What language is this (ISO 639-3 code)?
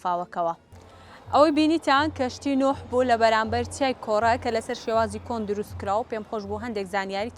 ckb